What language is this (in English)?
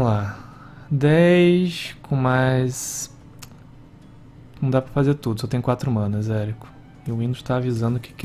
Portuguese